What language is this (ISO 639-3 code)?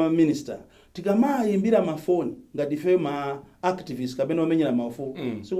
nya